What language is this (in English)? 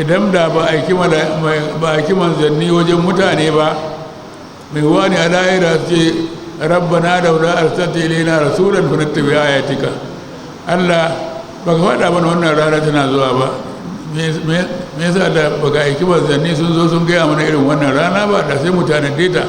Hausa